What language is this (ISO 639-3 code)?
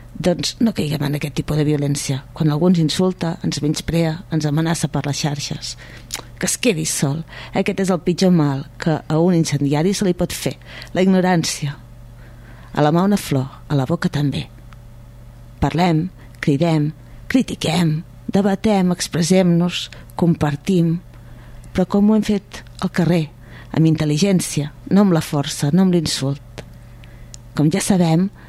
cat